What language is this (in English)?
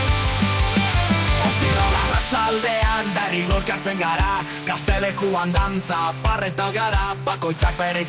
Basque